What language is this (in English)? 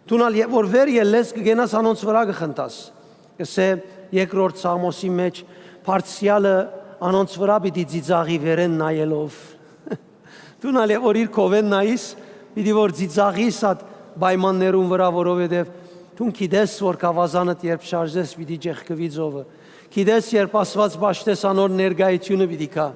Western Armenian